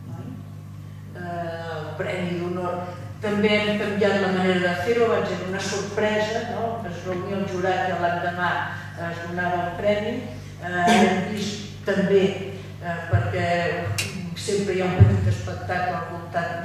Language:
Catalan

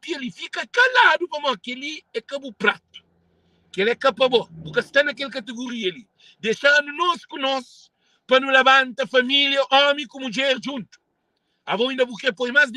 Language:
Kabuverdianu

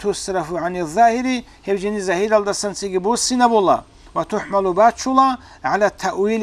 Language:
Avaric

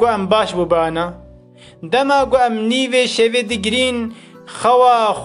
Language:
Kurdish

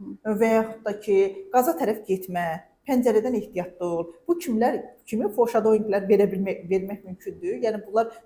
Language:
Azerbaijani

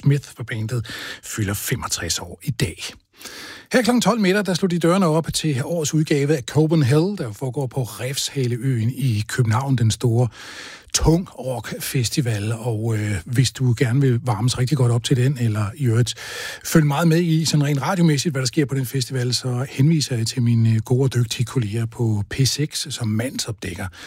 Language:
Danish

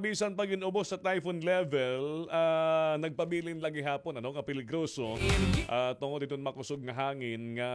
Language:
Waray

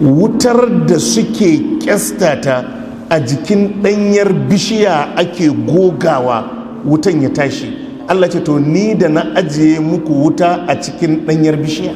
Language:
Hausa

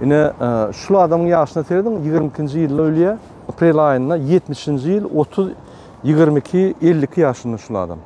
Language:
Turkmen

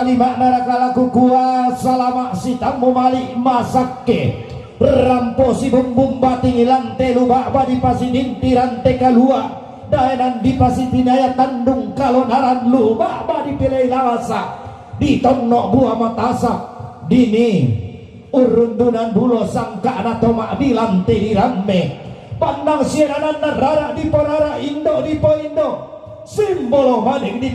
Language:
Toraja-Sa'dan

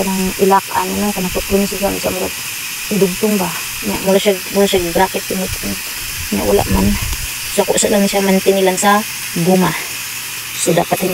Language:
Cebuano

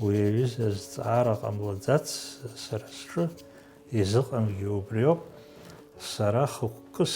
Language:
Abkhazian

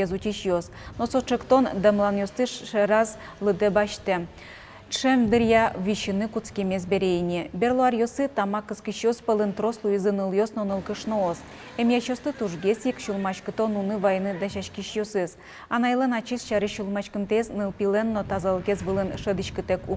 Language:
Udmurt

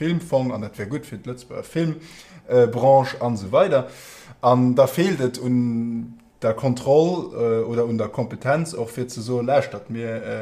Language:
Luxembourgish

